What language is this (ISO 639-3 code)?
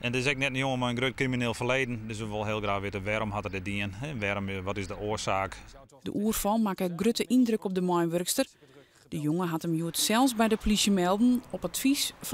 fry